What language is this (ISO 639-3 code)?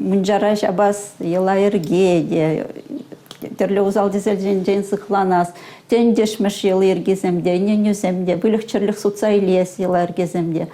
chv